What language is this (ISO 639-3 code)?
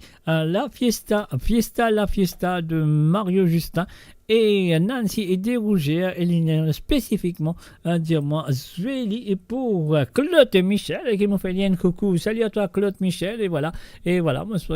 mfe